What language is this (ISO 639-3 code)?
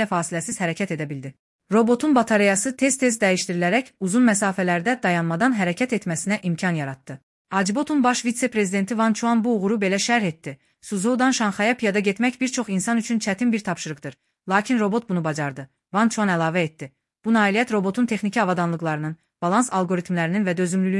aze